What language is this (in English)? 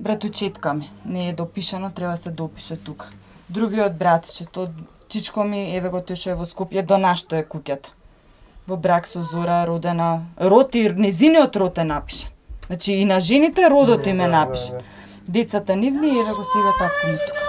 Macedonian